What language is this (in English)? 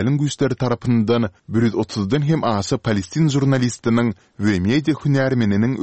Turkmen